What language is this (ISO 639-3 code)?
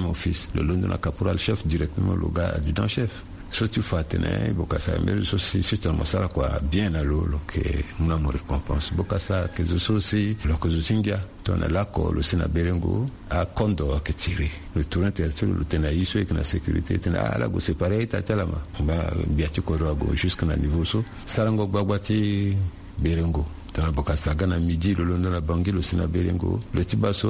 sag